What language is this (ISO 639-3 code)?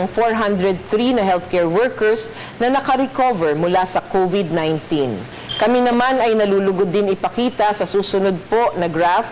fil